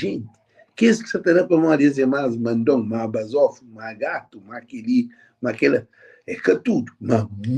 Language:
Kabuverdianu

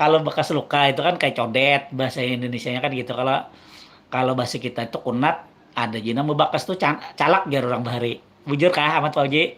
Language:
Banjar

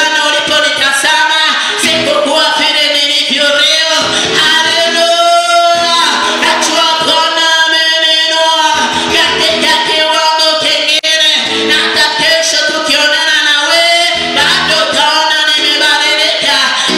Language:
Swahili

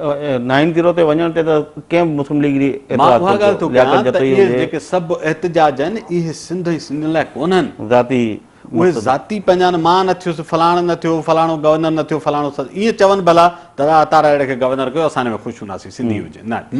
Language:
Sindhi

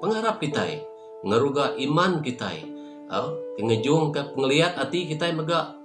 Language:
Iban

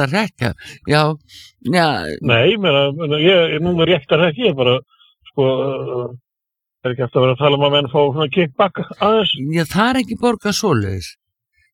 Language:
Icelandic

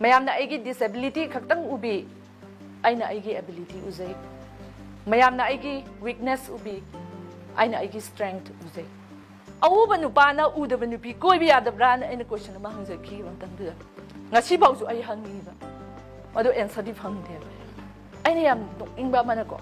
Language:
Manipuri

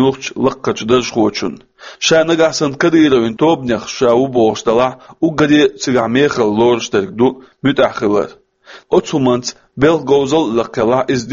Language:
Chechen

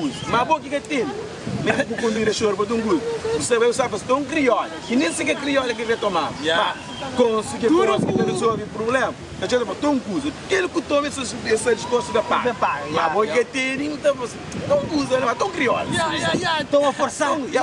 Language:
Kabuverdianu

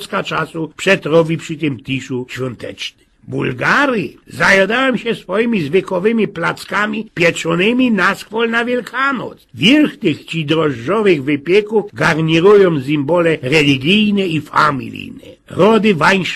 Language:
Silesian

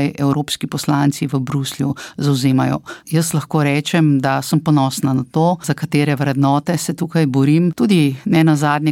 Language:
Slovenian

